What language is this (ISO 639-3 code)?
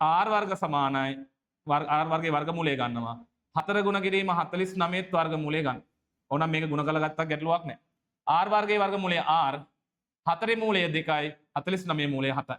sin